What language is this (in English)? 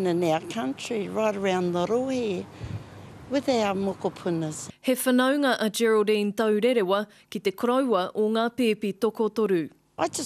Māori